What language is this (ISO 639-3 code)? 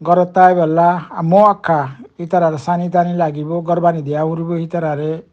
rhg